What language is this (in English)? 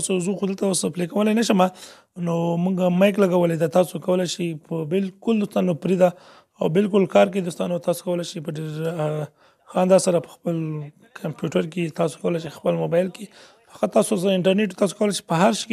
Pashto